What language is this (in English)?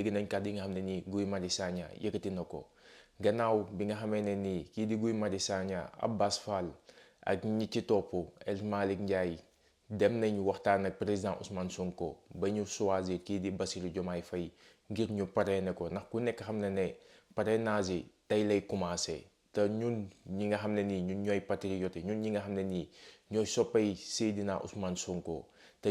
Wolof